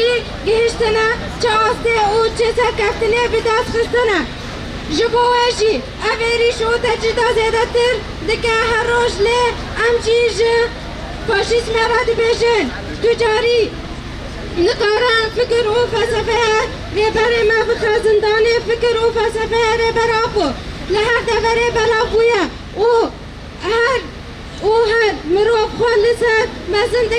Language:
Kurdish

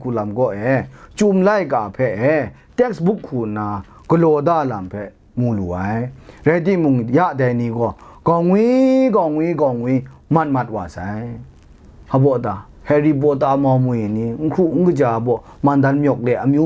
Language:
Kachin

